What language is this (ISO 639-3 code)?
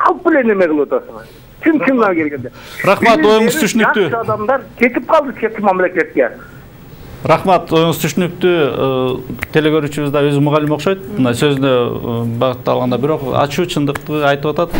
kir